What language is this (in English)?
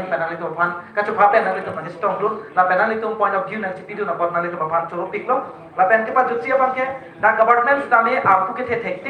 Karbi